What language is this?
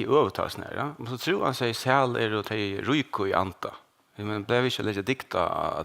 Faroese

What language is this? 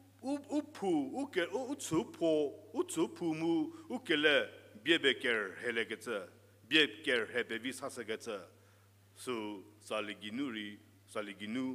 Angami Naga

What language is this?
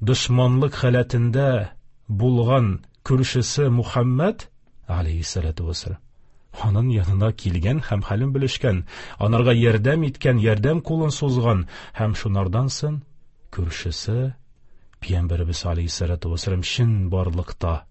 Tatar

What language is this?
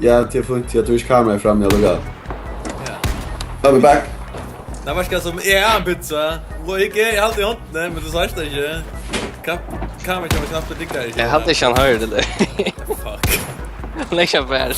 Faroese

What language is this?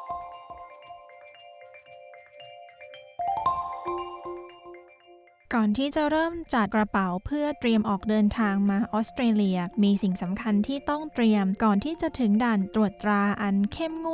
Thai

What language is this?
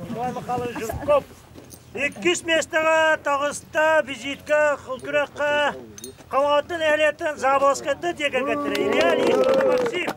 Yakut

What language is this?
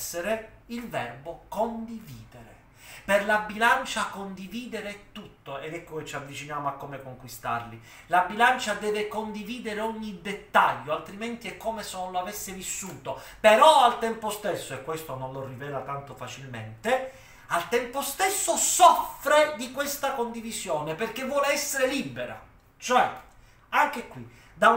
Italian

